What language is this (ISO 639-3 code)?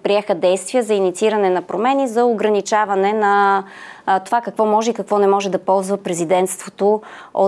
bul